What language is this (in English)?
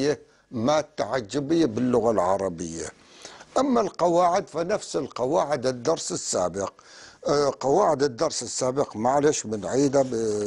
North Levantine Arabic